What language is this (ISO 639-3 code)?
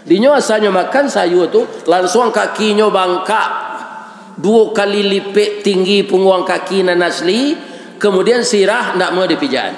min